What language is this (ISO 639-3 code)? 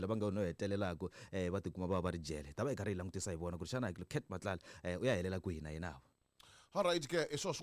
tso